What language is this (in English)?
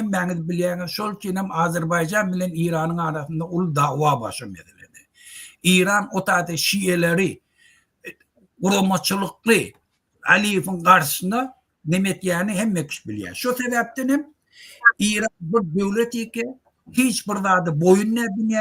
Turkmen